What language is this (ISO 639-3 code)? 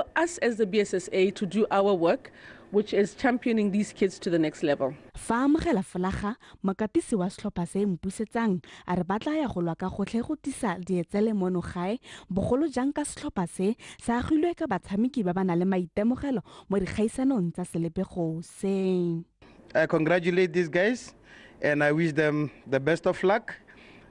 tsn